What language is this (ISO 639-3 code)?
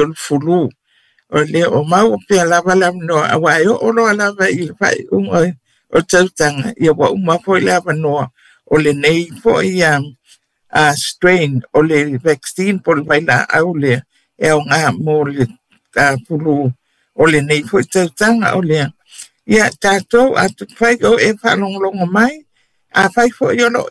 smo